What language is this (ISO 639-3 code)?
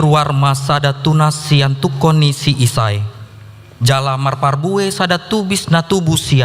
bbc